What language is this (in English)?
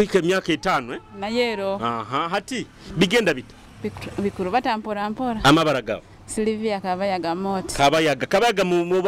Nyoro